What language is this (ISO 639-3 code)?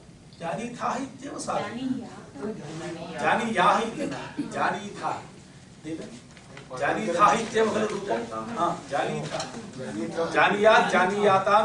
san